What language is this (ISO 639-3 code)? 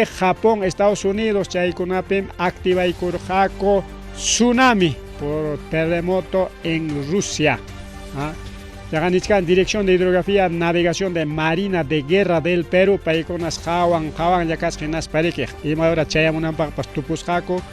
quy